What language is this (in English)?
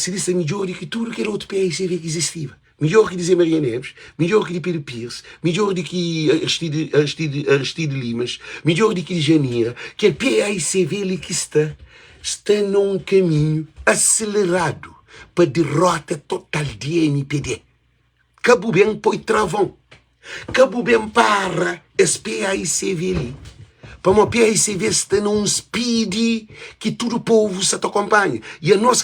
Kabuverdianu